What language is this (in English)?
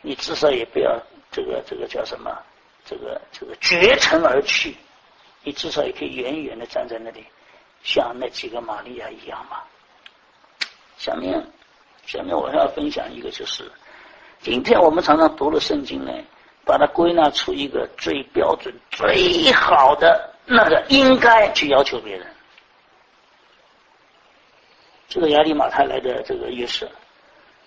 Chinese